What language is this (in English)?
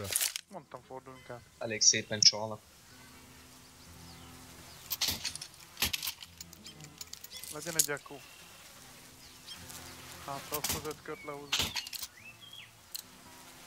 Hungarian